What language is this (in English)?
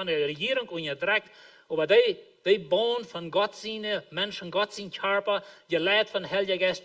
Plautdietsch